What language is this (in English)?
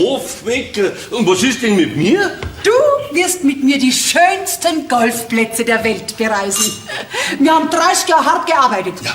Bavarian